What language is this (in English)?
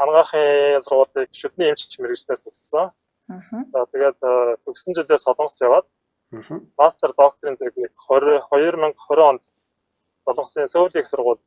Mongolian